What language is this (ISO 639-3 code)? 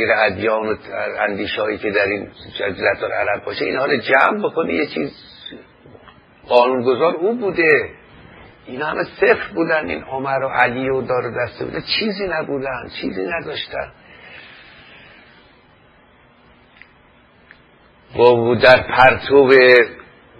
fas